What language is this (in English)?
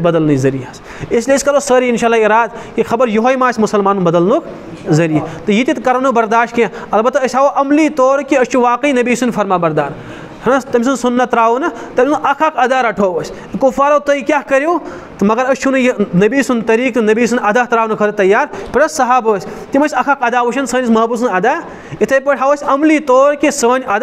Kashmiri